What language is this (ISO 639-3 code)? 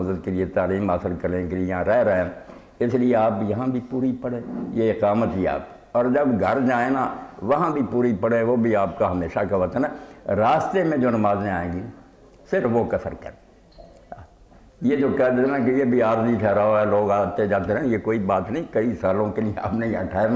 urd